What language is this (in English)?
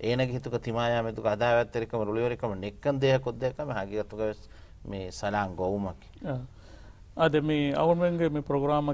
Divehi